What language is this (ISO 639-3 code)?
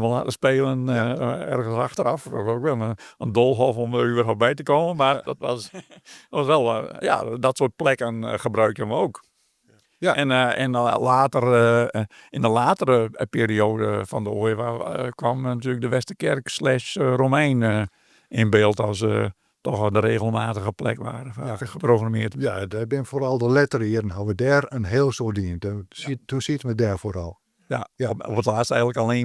fry